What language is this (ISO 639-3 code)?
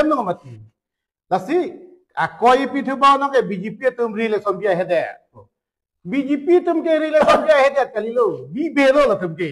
mjw